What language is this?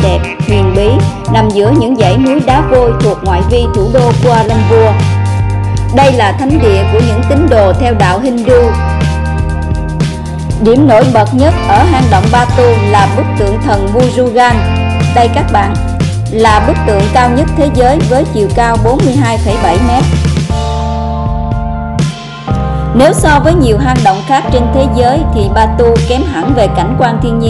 Vietnamese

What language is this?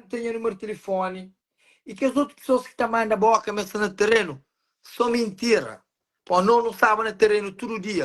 Kabuverdianu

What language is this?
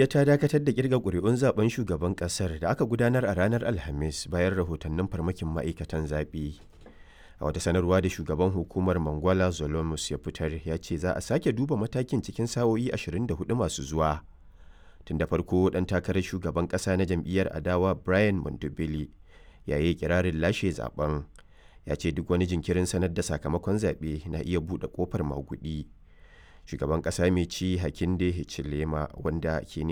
Hausa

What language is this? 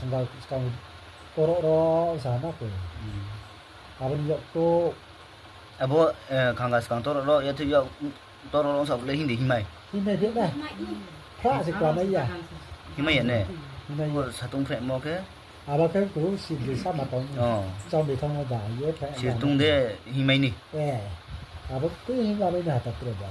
Riang (India)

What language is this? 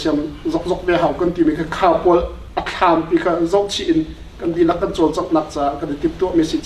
Hakha Chin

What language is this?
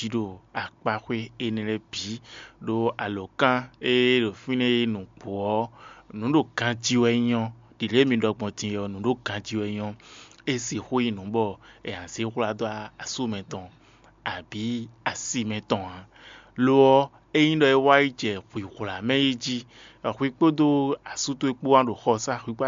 Fon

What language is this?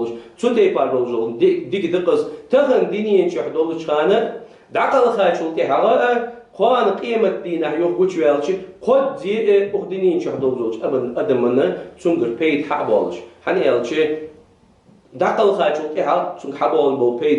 Ingush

